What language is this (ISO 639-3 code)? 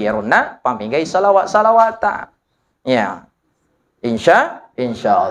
bug